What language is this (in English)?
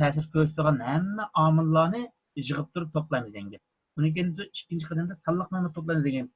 Uyghur